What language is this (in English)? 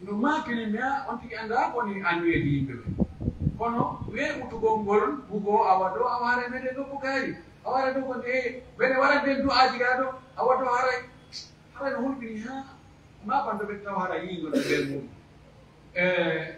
Pular